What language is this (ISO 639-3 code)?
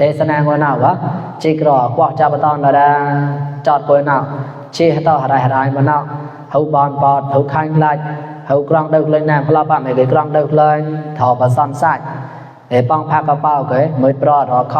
mnw